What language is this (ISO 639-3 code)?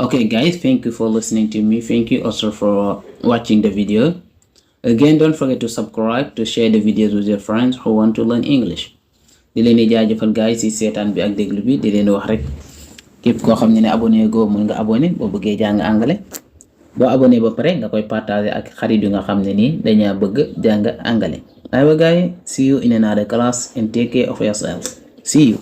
wol